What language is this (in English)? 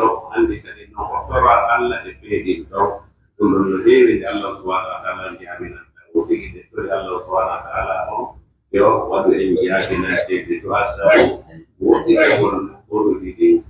Pular